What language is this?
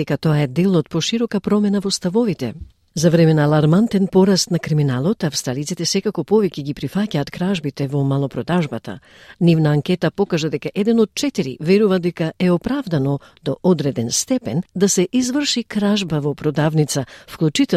Macedonian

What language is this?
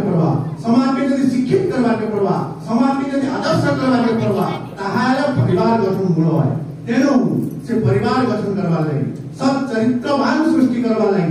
Odia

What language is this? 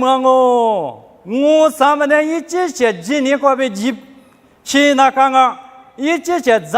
Lisu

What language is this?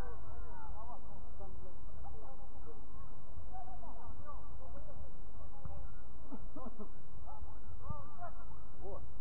Russian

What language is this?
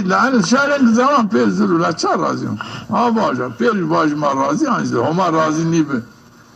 Zaza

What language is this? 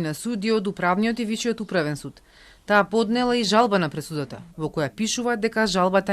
Macedonian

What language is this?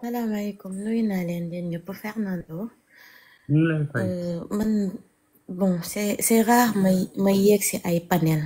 Wolof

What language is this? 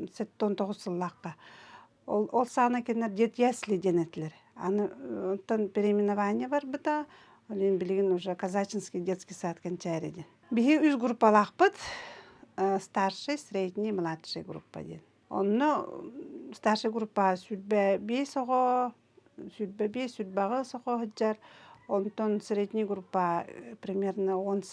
Yakut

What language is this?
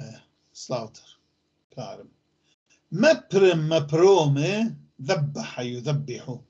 North Levantine Arabic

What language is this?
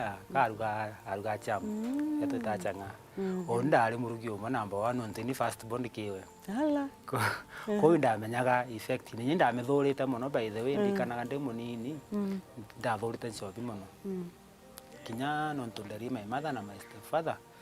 Meru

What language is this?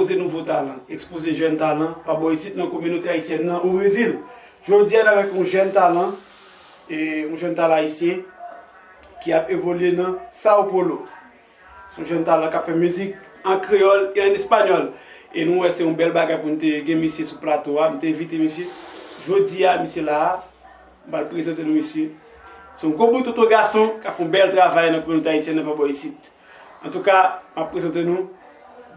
Haitian Creole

